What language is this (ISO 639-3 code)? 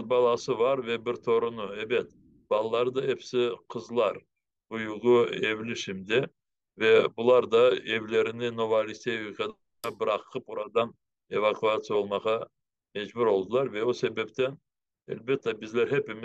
crh